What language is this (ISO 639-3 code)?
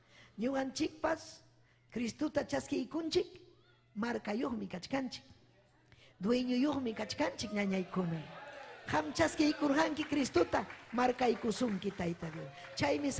quy